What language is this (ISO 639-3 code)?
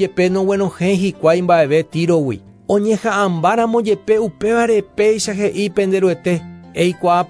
grn